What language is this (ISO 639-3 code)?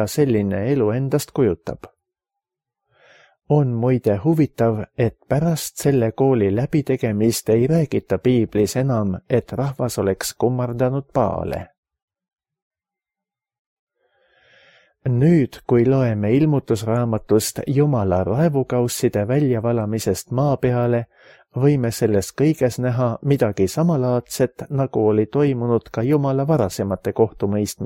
est